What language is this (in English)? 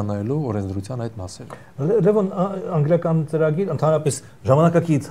Armenian